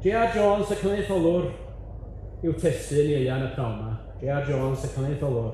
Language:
Welsh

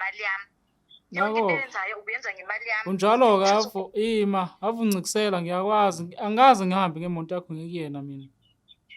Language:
Zulu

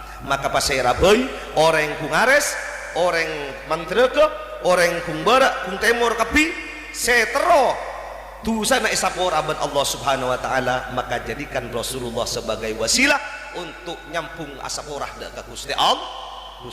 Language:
Madurese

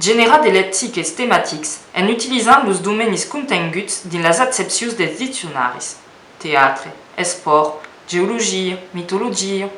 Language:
Occitan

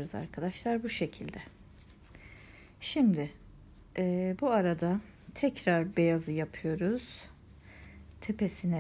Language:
Turkish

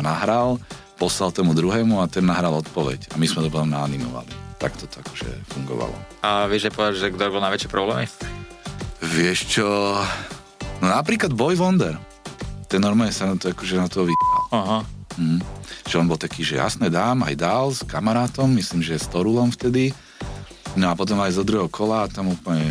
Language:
Slovak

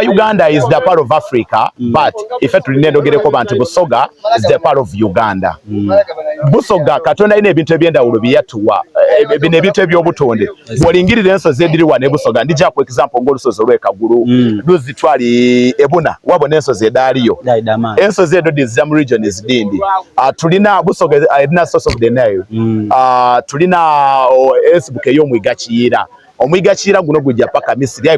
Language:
Soga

